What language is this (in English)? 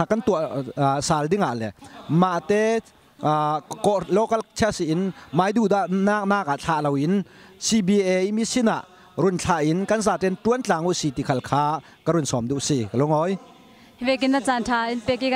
Falam Chin